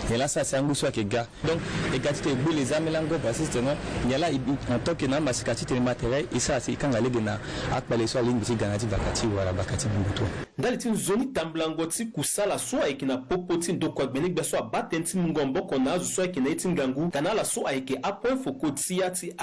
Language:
Sango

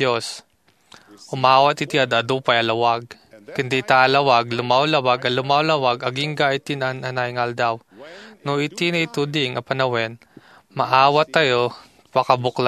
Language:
Iloko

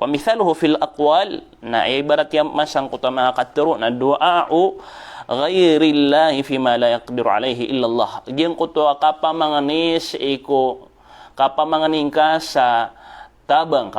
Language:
Maranao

